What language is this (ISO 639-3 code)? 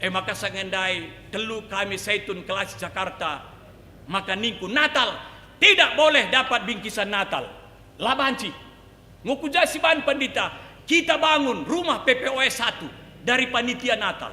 btx